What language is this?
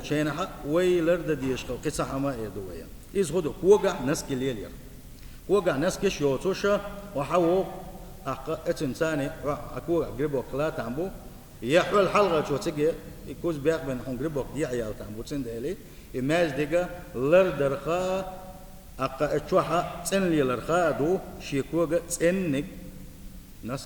Chechen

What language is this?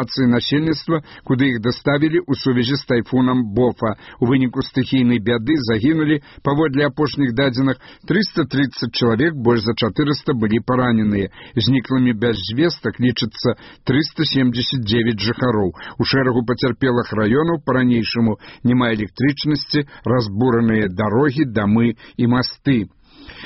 Belarusian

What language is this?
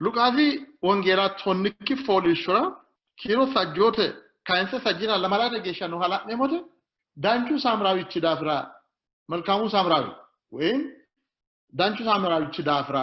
Sidamo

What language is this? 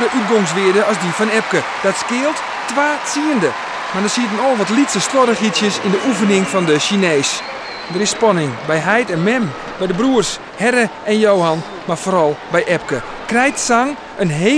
Western Frisian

